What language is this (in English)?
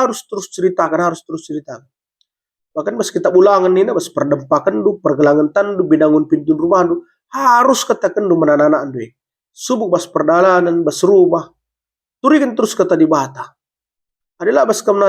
Batak Karo